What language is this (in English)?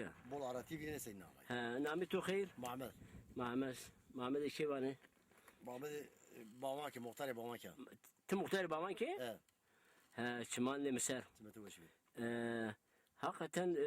Zaza